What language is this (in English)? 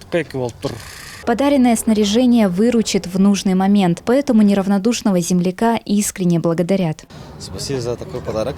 Tuvinian